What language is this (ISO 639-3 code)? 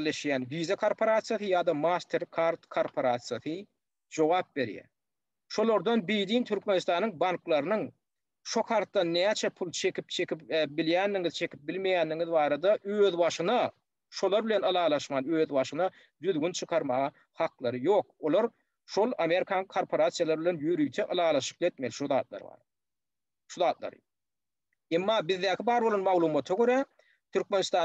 tuk